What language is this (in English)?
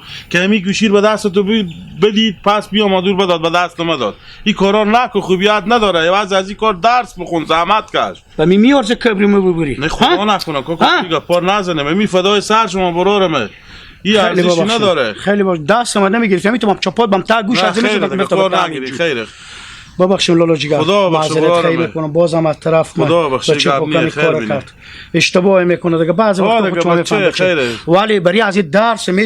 Hazaragi